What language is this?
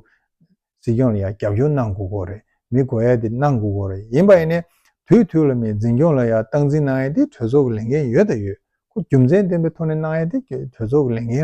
Tibetan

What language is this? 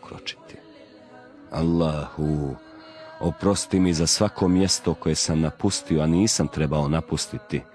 Bosnian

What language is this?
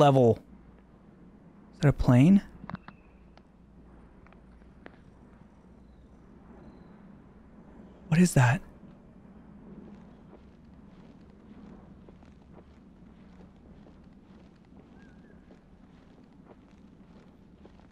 English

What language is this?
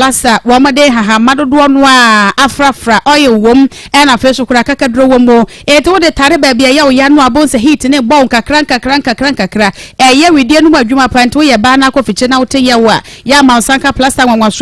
Akan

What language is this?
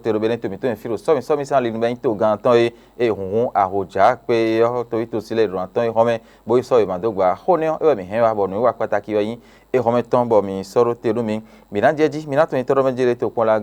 Fon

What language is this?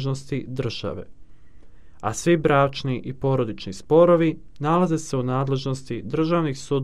Croatian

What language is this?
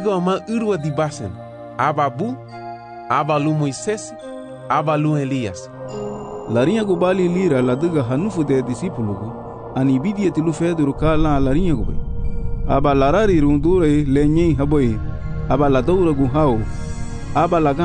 Garifuna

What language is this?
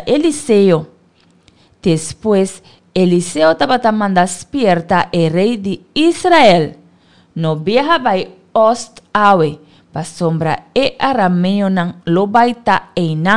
Papiamento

